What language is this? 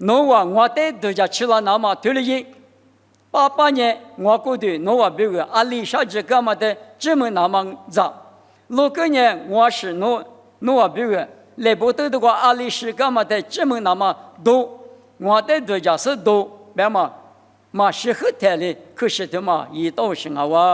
Lisu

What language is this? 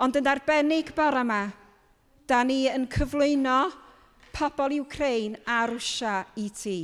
Welsh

